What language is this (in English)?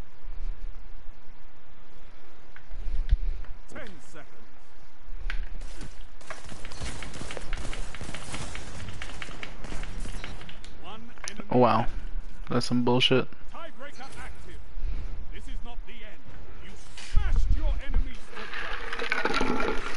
English